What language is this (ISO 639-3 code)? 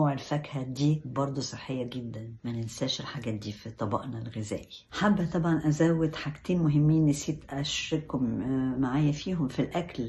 arz